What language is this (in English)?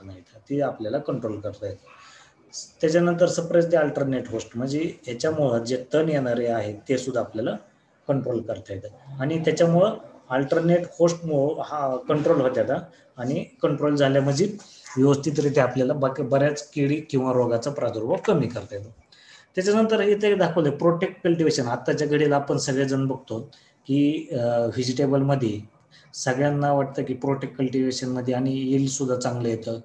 Marathi